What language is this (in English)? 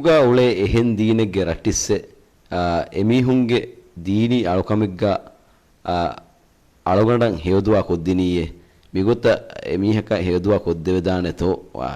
Divehi